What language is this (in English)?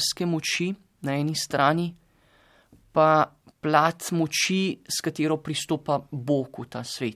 Slovenian